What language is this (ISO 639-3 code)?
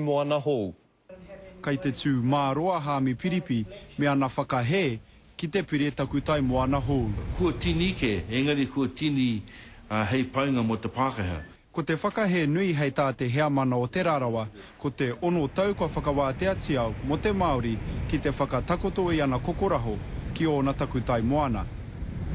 mri